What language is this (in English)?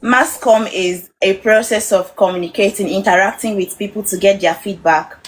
Igbo